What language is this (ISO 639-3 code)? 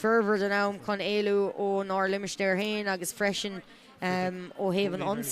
gle